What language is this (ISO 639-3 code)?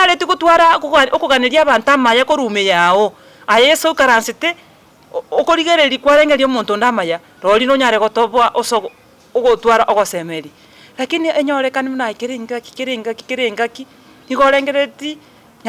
guz